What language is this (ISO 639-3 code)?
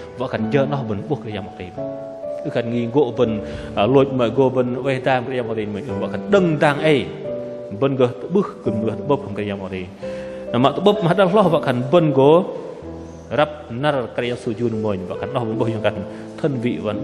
bdq